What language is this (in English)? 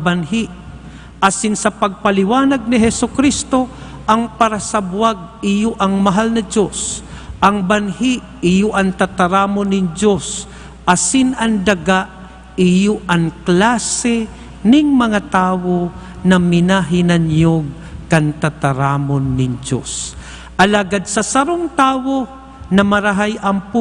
Bikol